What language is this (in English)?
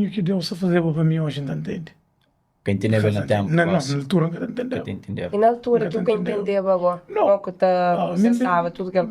Kabuverdianu